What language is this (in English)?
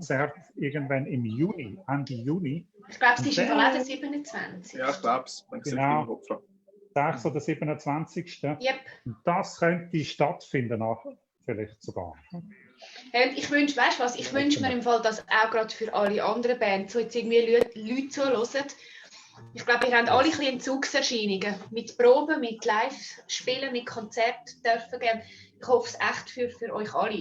Swiss German